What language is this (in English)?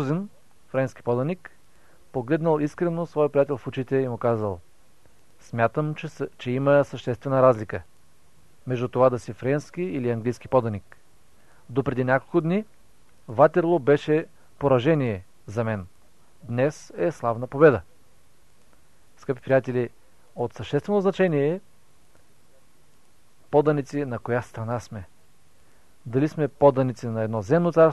Bulgarian